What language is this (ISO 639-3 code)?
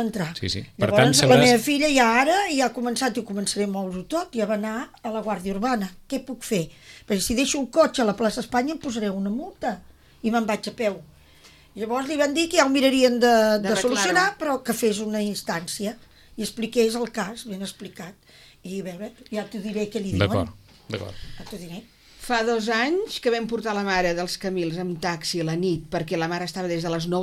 cat